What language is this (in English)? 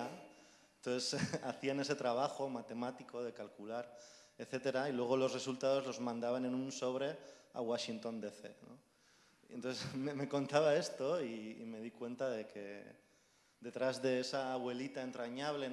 Spanish